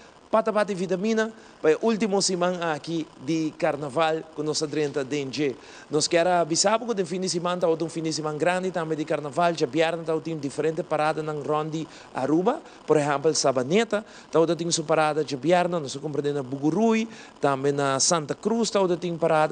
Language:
Papiamento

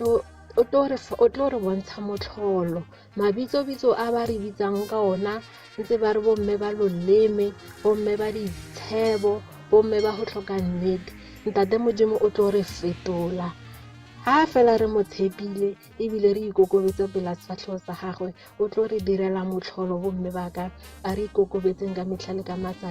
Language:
Tswana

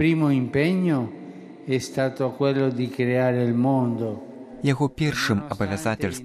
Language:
Belarusian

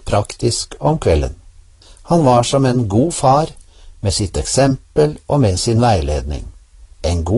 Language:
Norwegian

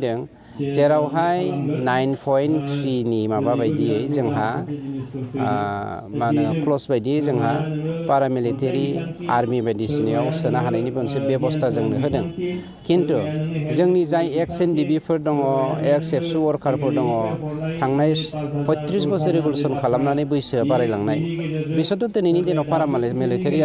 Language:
Bodo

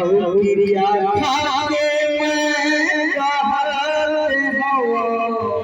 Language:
Chhattisgarhi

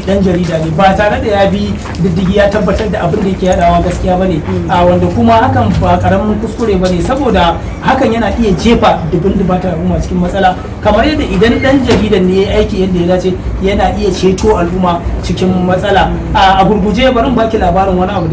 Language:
Hausa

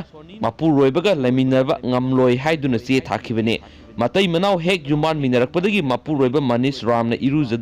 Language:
Manipuri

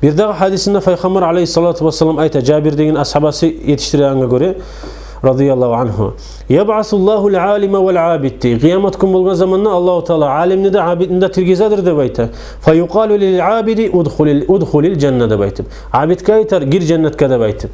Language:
Kumyk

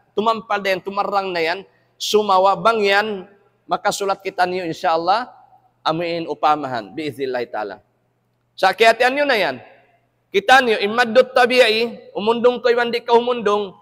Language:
Tausug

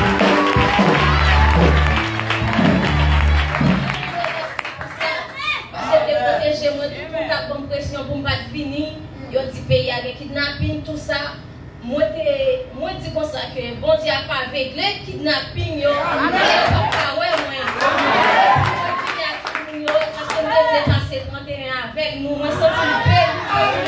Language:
French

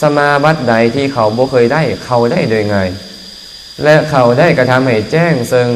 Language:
Lao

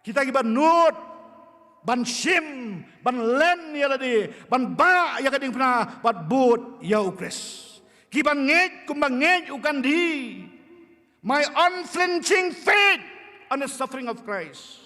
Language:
Khasi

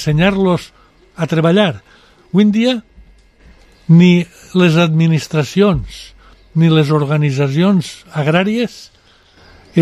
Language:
Catalan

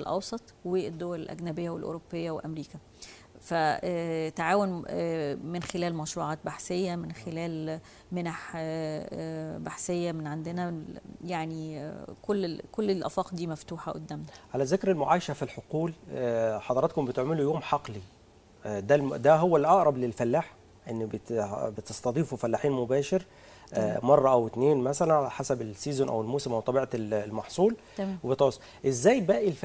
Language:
Egyptian Arabic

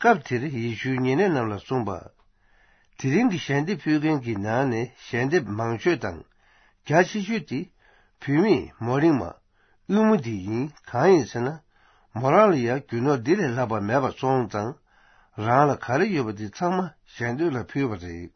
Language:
Tibetan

